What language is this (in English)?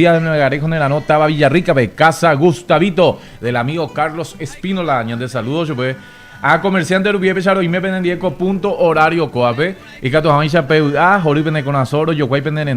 Guarani